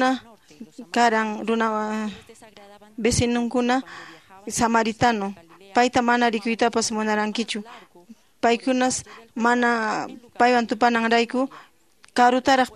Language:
Quechua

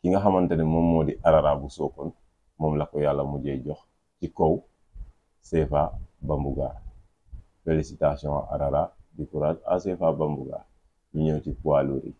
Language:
Wolof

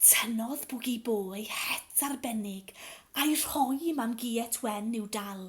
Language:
Welsh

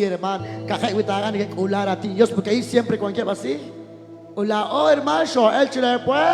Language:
Kekchí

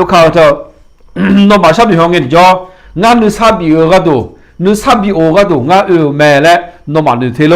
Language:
Akha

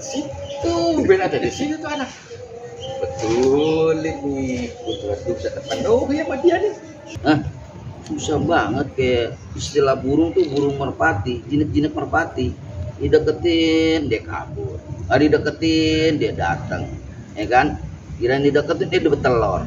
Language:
Betawi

